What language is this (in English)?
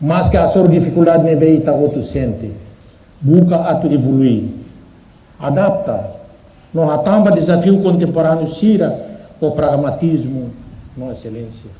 Tetum